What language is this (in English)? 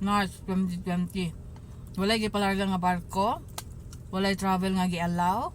Cebuano